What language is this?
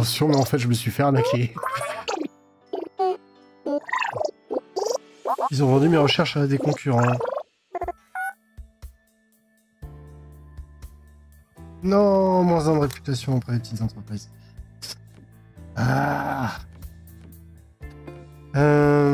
French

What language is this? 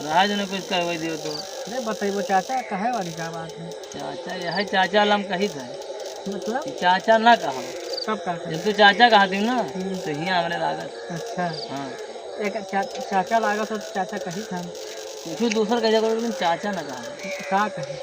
Awadhi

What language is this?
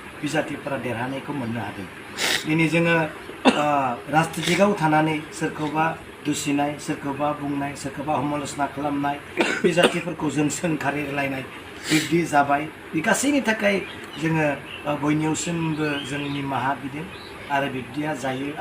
Bodo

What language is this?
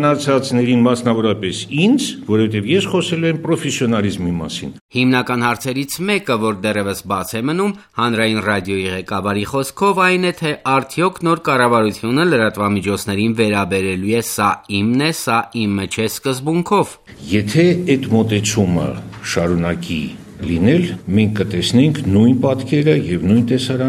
Armenian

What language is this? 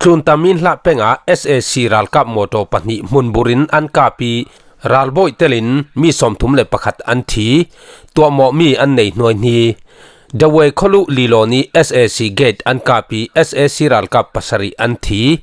Falam Chin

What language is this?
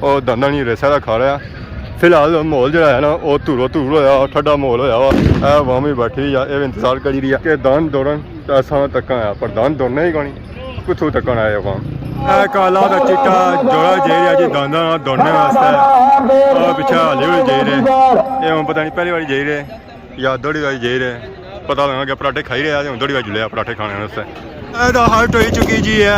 Pahari-Potwari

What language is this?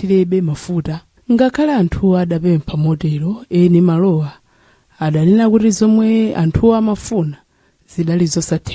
Nyanja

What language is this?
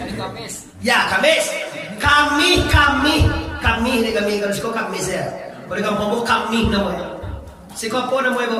Minangkabau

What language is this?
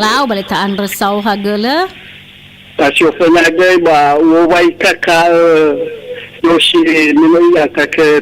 Nias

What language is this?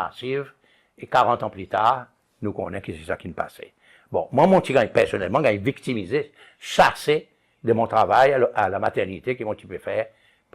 Seselwa Creole French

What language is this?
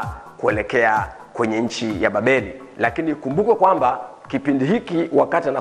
Swahili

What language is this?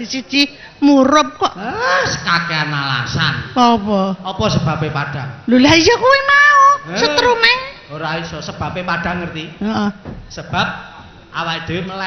Javanese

